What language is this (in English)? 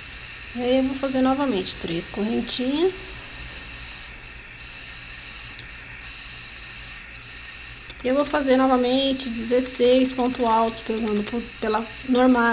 Portuguese